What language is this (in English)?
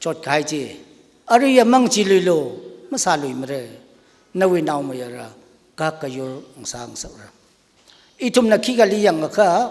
Tangkhul Naga (India)